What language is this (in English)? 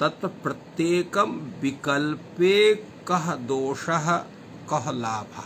Sanskrit